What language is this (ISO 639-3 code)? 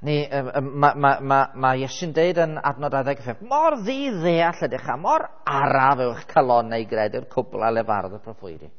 cym